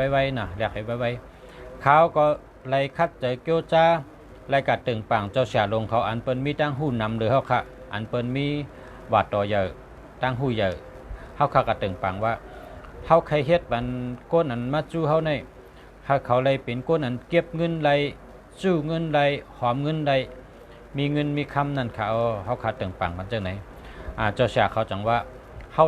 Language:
Shan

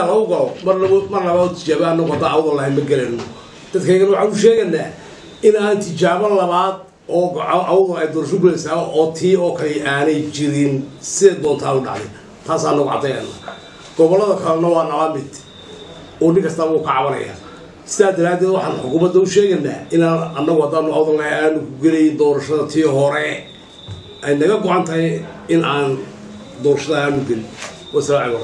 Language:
Somali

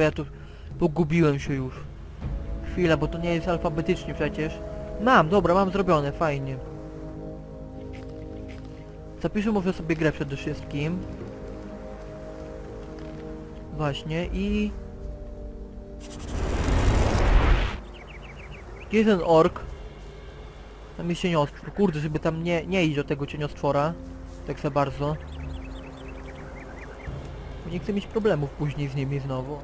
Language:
Polish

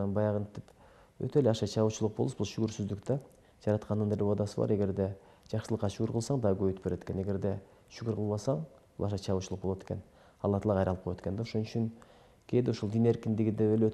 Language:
Kyrgyz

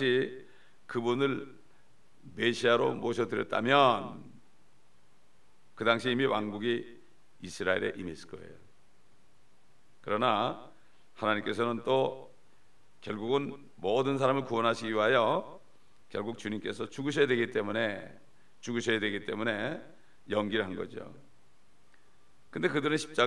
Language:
Korean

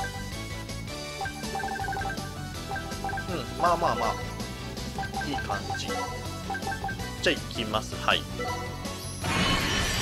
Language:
Japanese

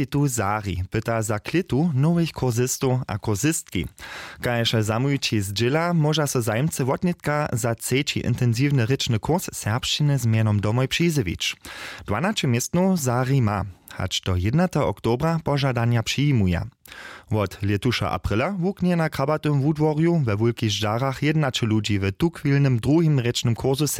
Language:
Upper Sorbian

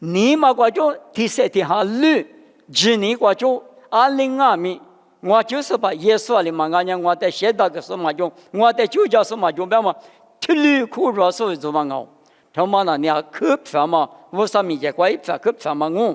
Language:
Lisu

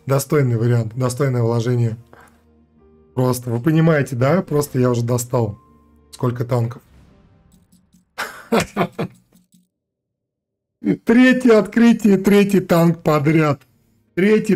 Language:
Russian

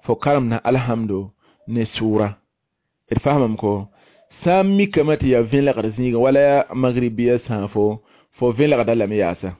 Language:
Mossi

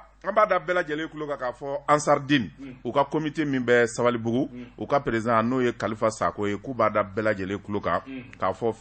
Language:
Bambara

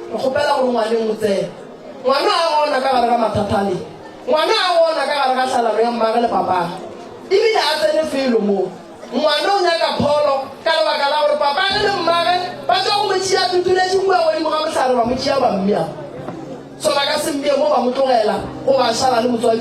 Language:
Northern Sotho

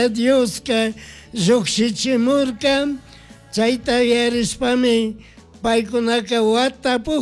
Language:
Chimborazo Highland Quichua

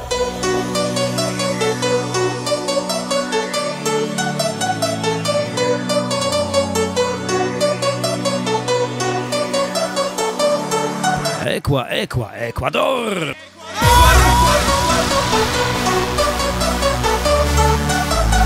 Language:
Polish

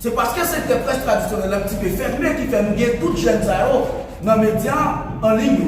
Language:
Haitian Creole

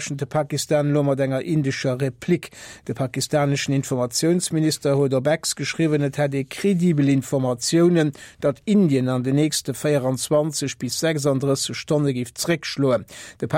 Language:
Luxembourgish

